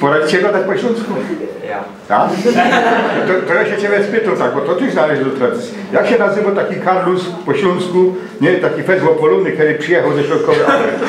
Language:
Silesian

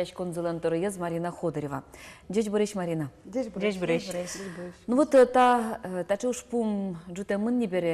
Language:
Udmurt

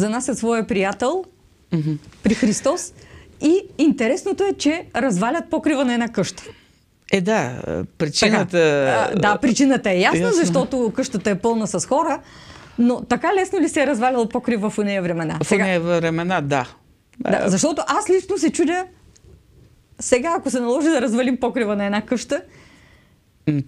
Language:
Bulgarian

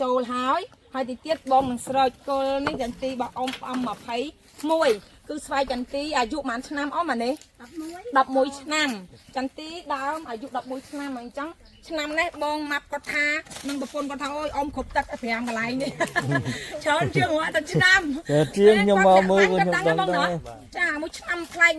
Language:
Khmer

